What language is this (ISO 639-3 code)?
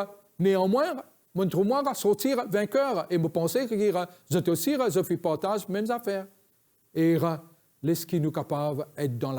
mfe